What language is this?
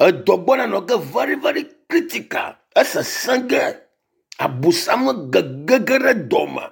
Ewe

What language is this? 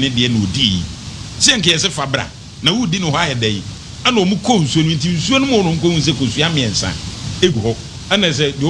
Akan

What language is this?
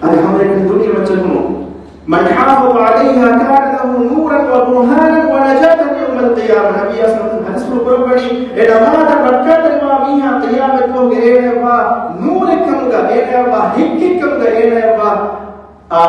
Divehi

